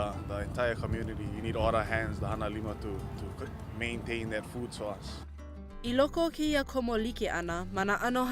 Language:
Hawaiian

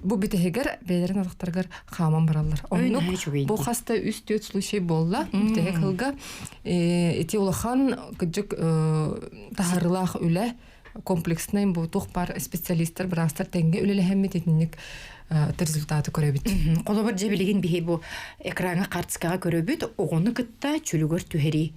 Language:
Yakut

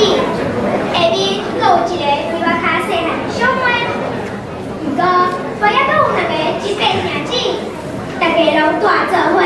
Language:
Min Nan Chinese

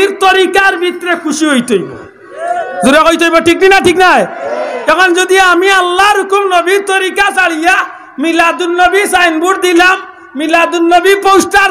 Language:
Sylheti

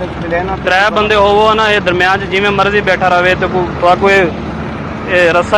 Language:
Saraiki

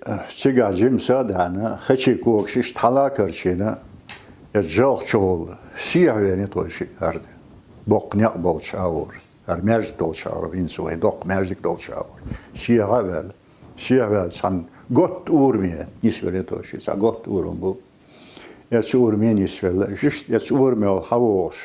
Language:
Chechen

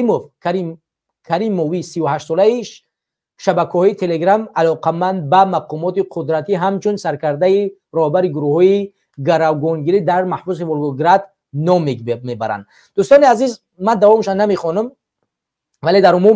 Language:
Tajik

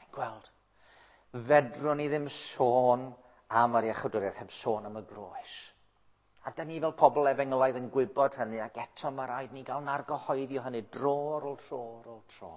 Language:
Welsh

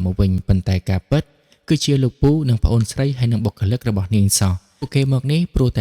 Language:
Khmer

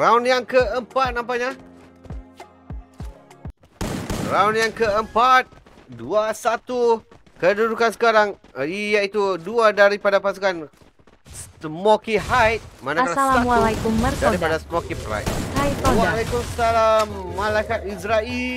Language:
Malay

